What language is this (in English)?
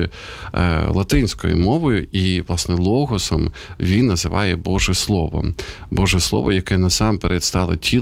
Ukrainian